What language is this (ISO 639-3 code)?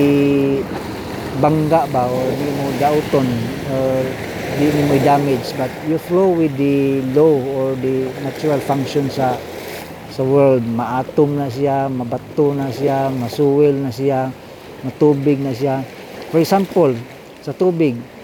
ceb